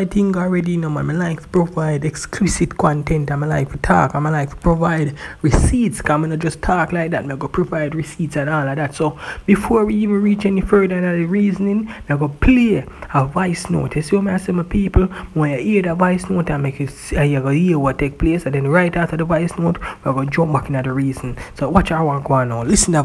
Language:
Jamaican Creole English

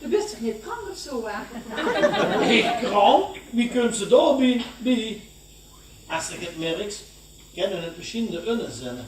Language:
Limburgish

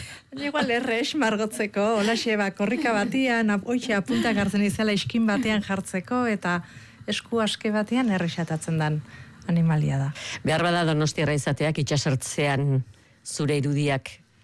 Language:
Basque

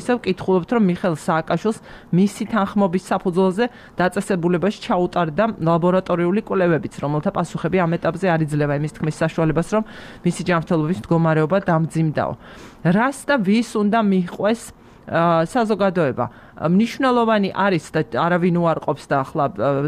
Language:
Georgian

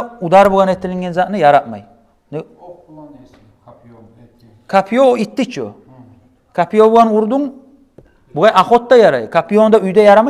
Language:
Kumyk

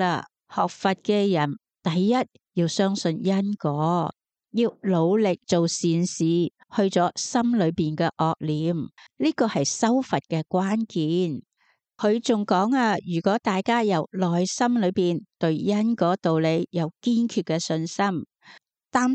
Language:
Cantonese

